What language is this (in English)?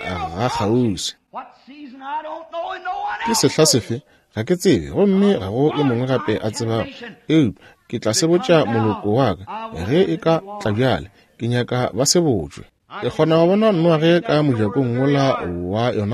Northern Sotho